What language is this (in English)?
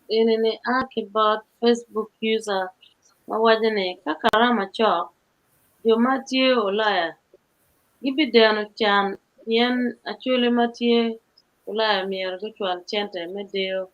Acoli